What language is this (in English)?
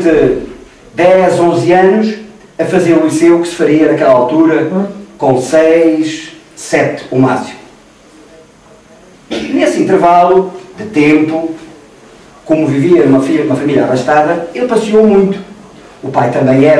Portuguese